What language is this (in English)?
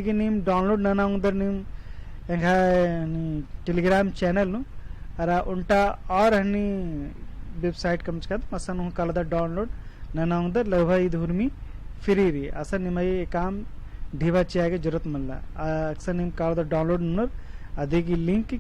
Kurukh